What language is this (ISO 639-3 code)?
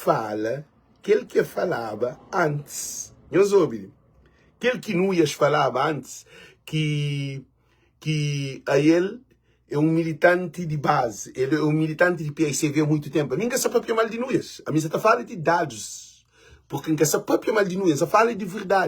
kea